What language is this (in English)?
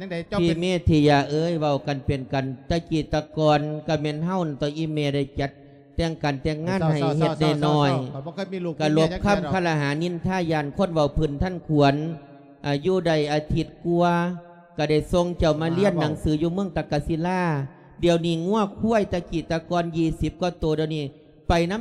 Lao